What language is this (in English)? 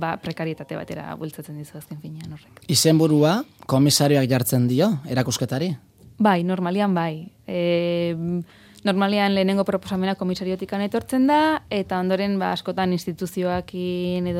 Basque